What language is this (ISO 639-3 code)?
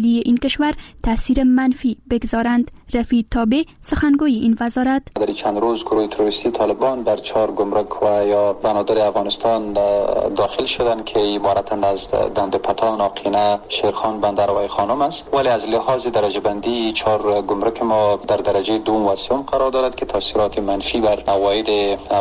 fas